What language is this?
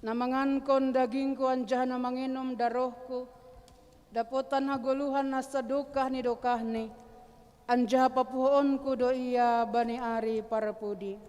Batak Simalungun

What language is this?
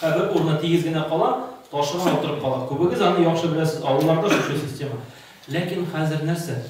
Tatar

